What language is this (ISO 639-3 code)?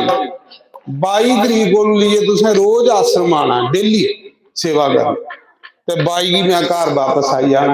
doi